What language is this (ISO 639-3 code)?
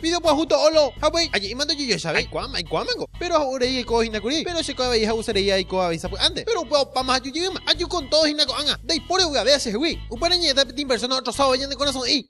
grn